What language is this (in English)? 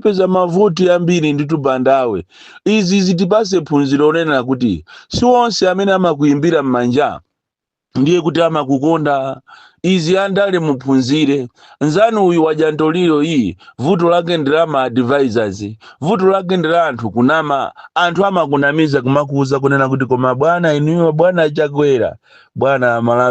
Nyanja